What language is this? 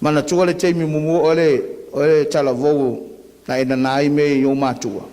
Samoan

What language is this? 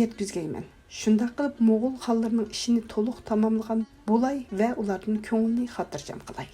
Uyghur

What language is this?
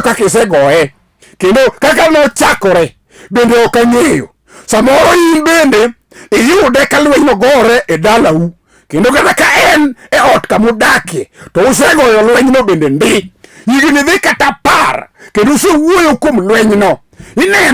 Luo (Kenya and Tanzania)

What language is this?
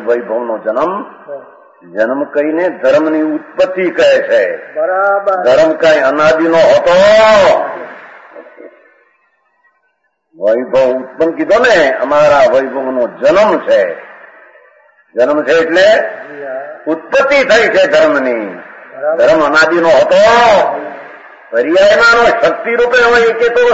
Gujarati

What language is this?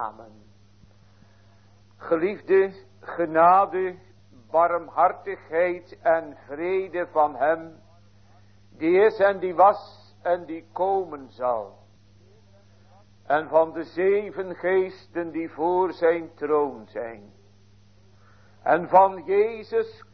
Dutch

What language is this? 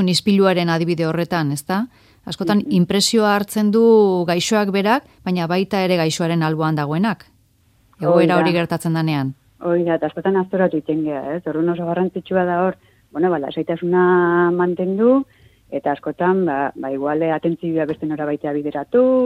Basque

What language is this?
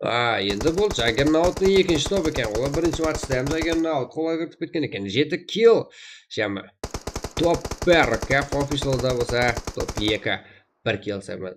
Kara-Kalpak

